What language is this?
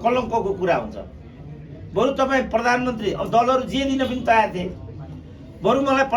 Nepali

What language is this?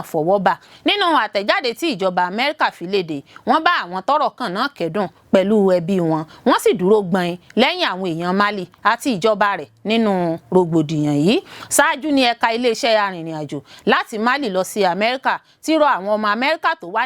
Yoruba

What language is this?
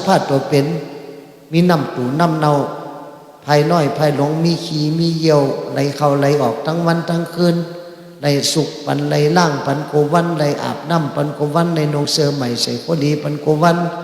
Shan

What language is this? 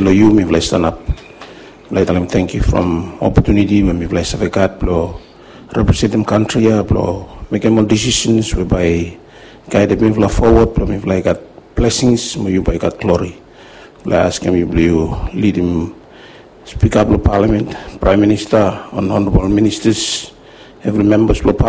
Bislama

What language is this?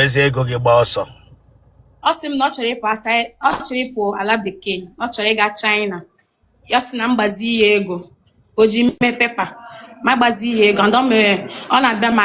Igbo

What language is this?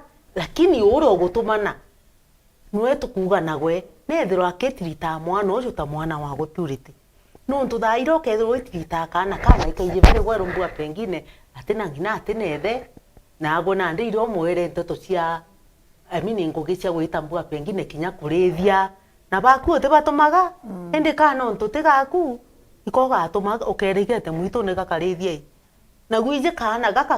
Meru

